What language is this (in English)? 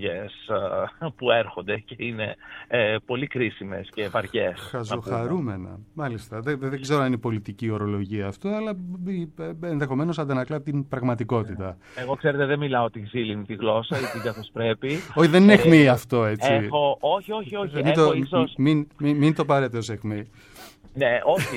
Greek